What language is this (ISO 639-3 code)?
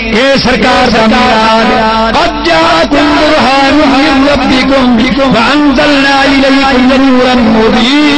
skr